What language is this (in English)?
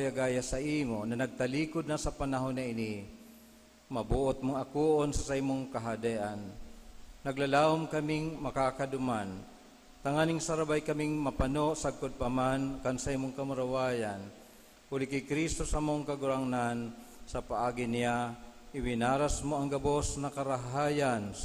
Bikol